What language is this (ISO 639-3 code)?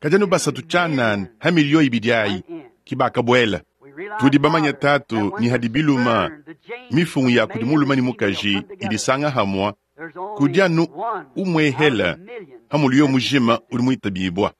lua